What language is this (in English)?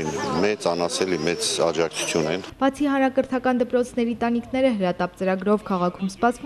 Armenian